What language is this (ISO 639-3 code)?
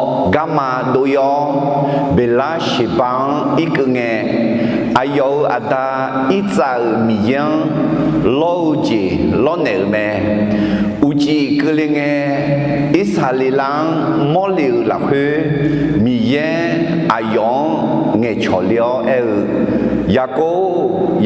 ahk